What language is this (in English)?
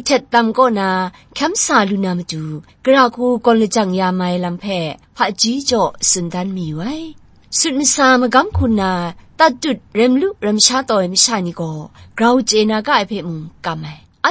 Kachin